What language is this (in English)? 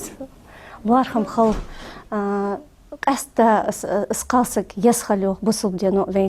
Ingush